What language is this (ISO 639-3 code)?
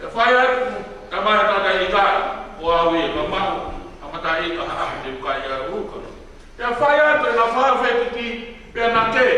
ton